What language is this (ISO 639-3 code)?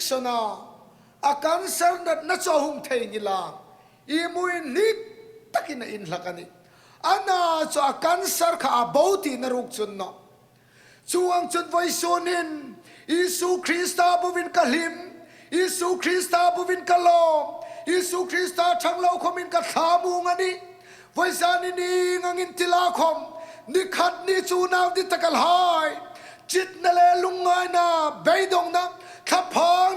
hmr